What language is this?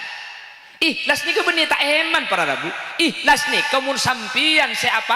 Madurese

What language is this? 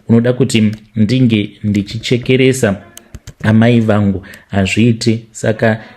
Shona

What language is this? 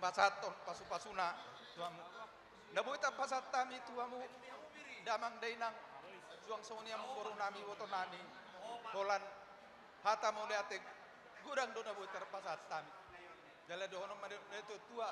Batak Toba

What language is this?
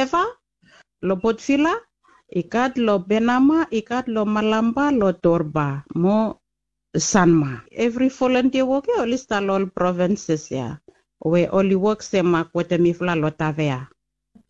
Bislama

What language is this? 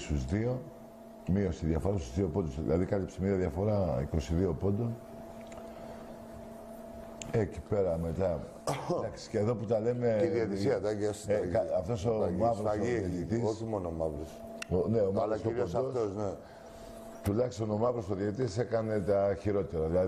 Greek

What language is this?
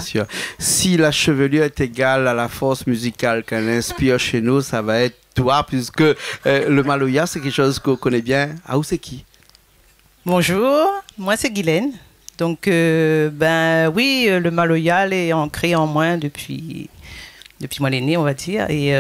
Réunion Creole French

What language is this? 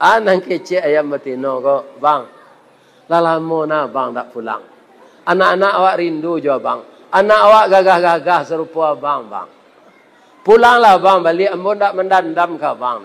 Minangkabau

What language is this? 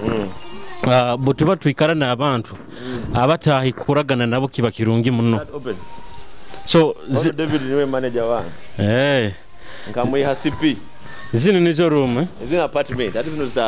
Nyoro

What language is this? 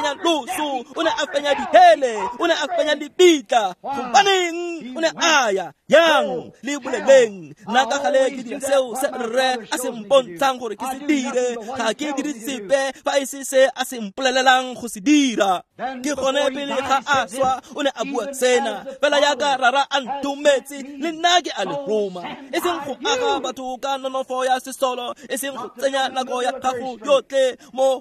Tswana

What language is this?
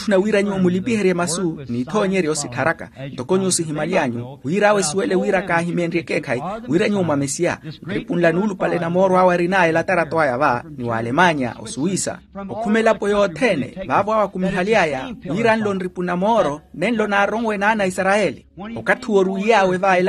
Makhuwa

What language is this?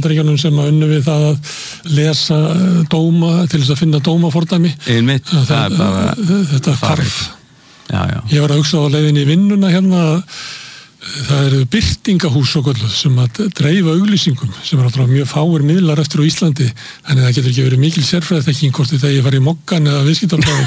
Icelandic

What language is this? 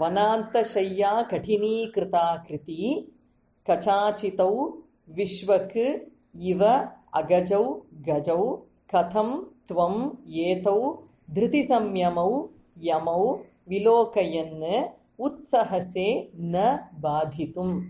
Sanskrit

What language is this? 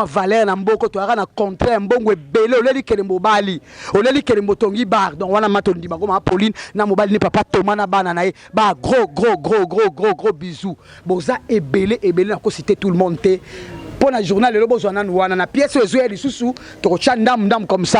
Lingala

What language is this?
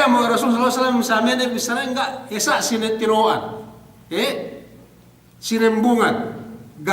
Yakan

